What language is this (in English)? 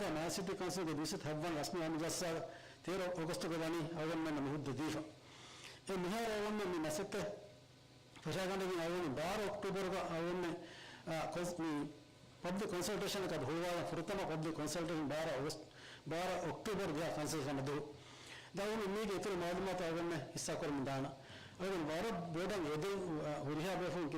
Divehi